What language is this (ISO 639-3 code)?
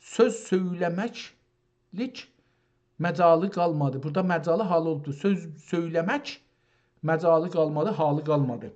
azb